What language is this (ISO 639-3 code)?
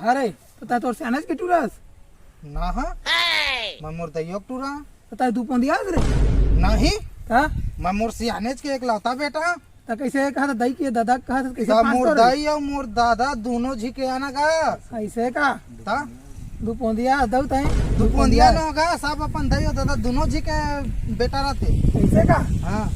hne